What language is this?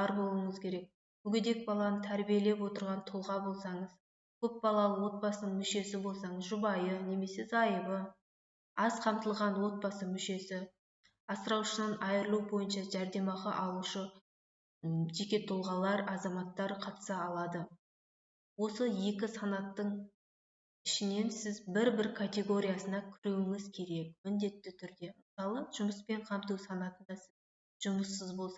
Kazakh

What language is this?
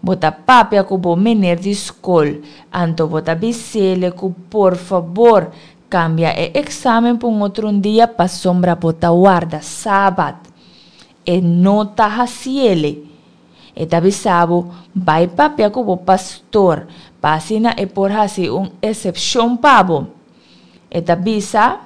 Papiamento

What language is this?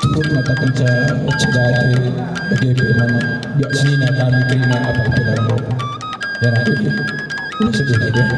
Batak Karo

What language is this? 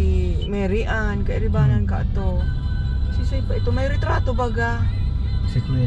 Bikol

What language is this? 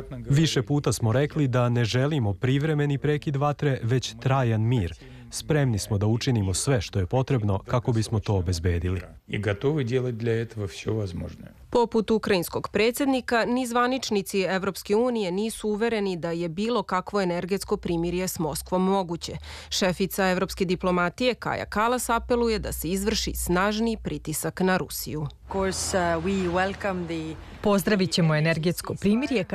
Serbian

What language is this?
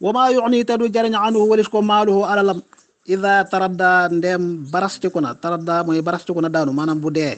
Wolof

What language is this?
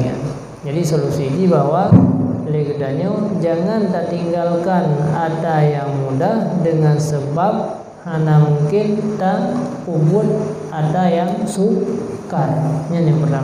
Achinese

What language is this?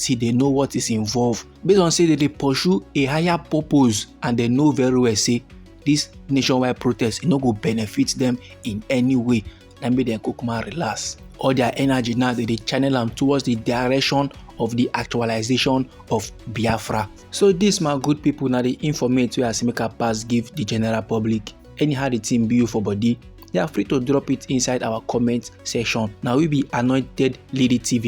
Nigerian Pidgin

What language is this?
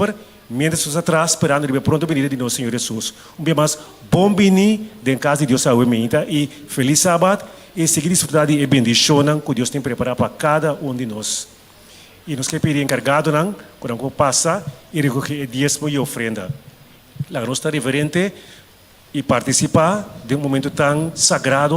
Papiamento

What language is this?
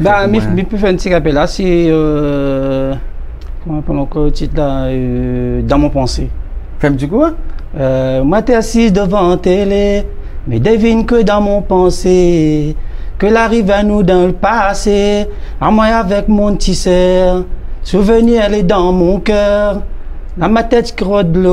Réunion Creole French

